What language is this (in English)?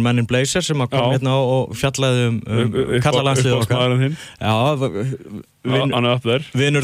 Icelandic